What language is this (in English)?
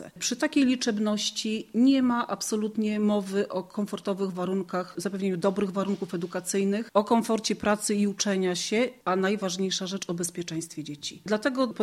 Polish